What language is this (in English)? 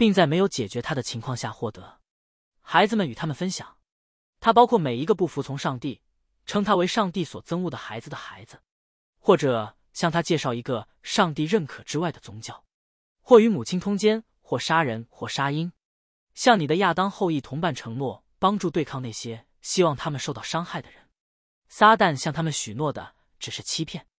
Chinese